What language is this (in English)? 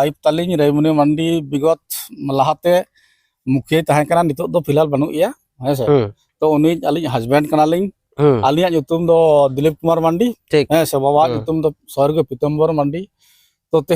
Santali